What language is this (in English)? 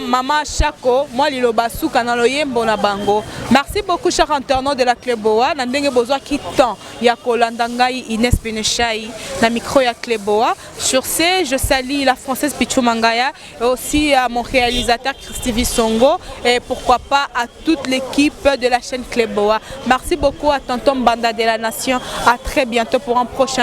Lingala